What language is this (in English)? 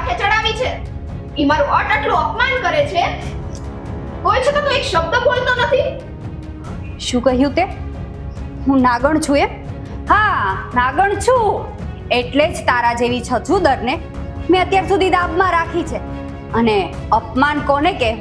Gujarati